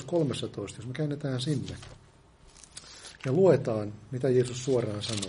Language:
Finnish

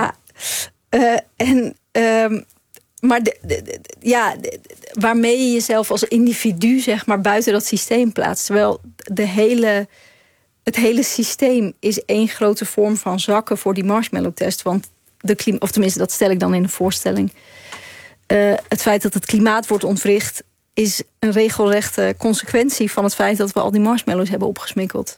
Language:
Dutch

